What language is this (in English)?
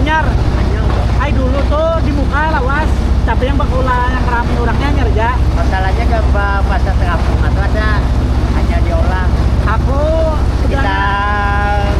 Banjar